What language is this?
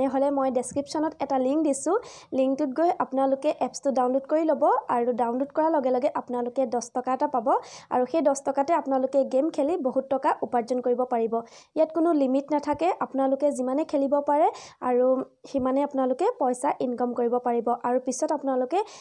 Assamese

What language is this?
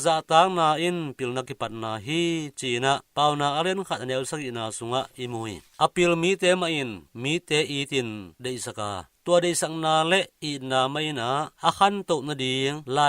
Tedim Chin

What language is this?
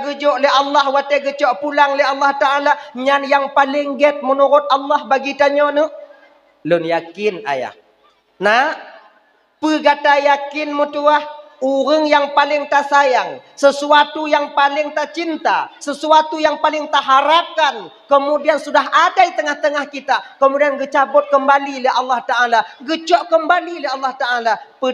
Achinese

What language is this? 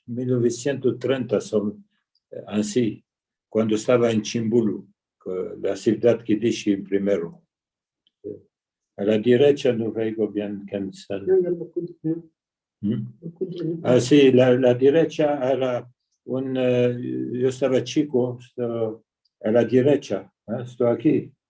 Ladino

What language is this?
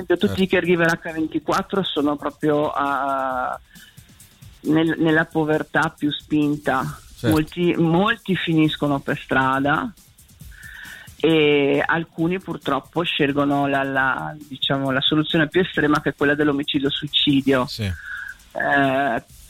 Italian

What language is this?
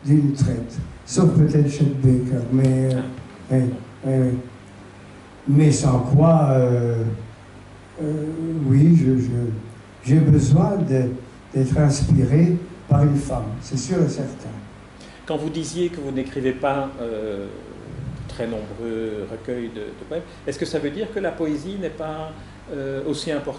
French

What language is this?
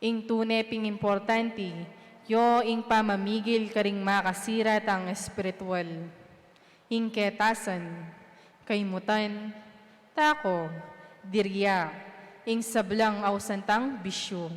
Pampanga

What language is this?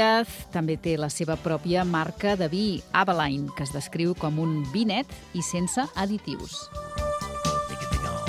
Catalan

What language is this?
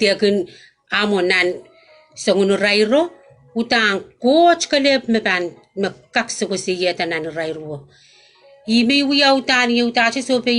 Pohnpeian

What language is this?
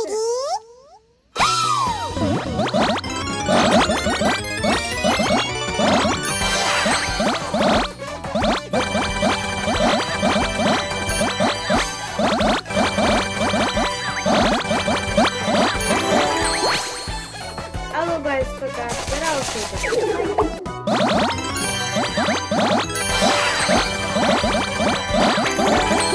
Japanese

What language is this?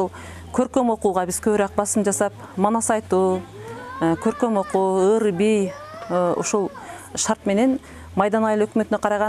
Kyrgyz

